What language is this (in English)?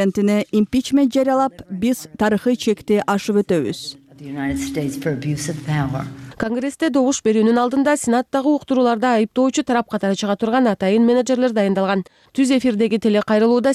Kyrgyz